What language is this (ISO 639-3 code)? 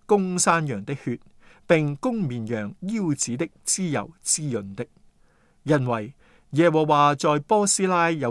yue